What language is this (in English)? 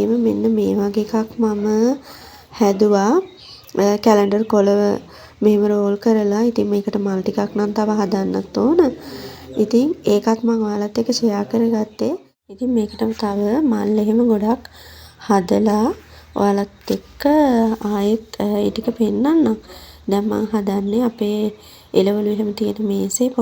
Sinhala